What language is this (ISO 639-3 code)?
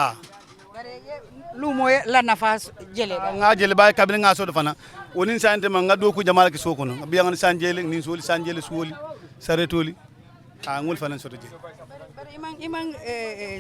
ful